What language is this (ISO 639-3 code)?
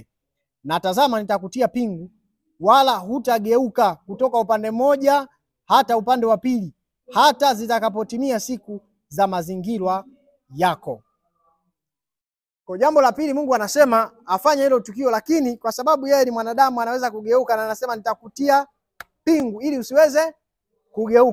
swa